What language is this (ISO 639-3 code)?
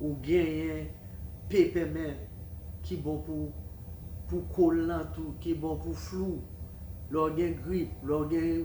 hat